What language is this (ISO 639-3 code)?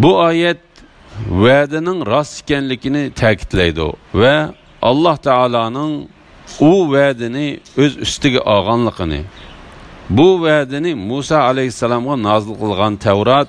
uig